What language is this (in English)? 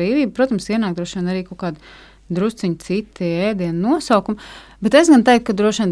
Latvian